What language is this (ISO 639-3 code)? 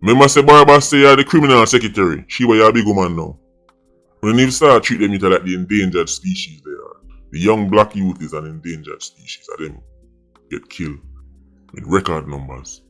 jam